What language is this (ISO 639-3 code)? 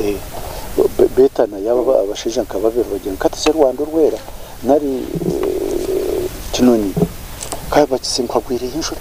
nyn